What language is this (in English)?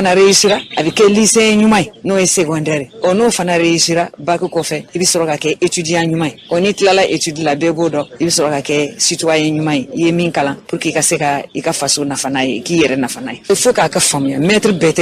Bambara